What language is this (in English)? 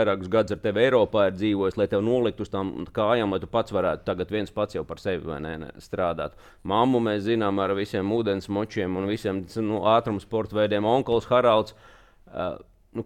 Latvian